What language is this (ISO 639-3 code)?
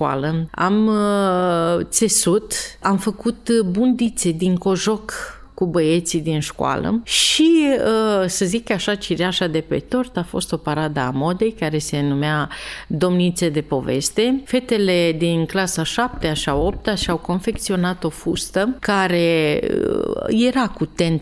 ron